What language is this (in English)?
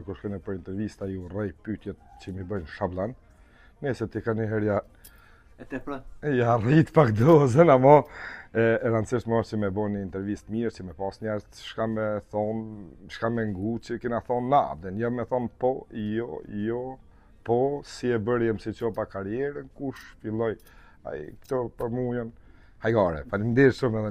Albanian